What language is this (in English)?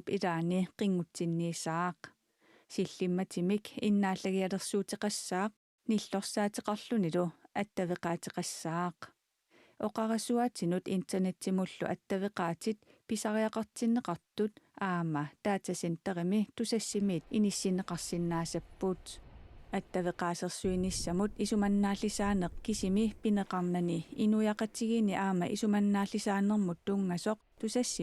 Kalaallisut